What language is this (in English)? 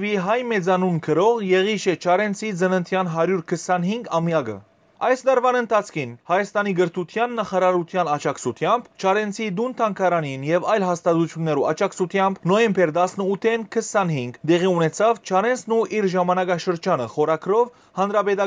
Western Armenian